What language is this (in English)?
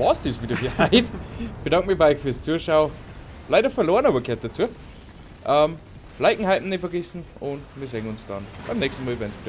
Bavarian